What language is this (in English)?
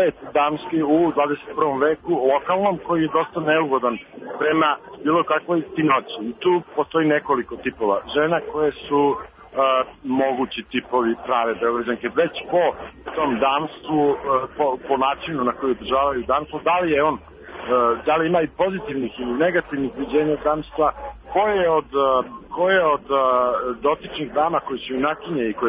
Serbian